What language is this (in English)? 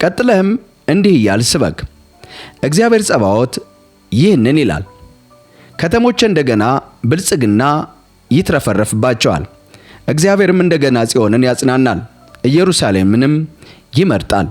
Amharic